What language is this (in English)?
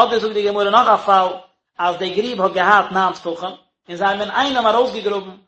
Yiddish